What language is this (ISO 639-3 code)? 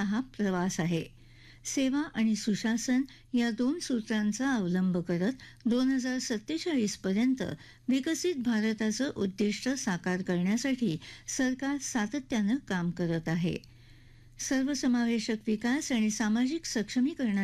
mar